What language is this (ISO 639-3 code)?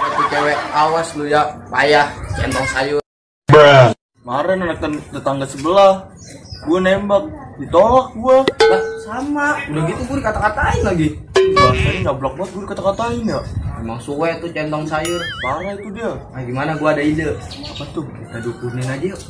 bew